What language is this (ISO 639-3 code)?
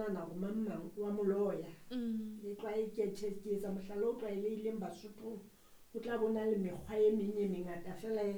sot